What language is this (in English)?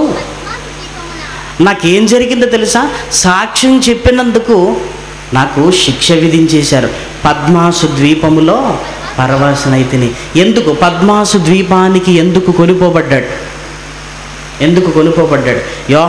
Telugu